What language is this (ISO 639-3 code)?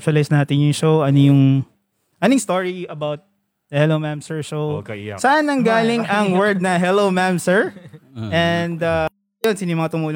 fil